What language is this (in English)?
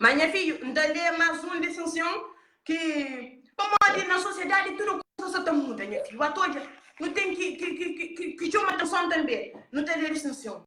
Kabuverdianu